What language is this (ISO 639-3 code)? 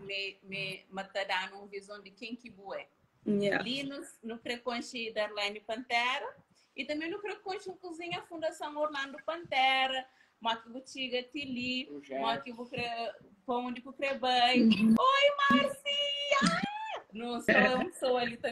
kea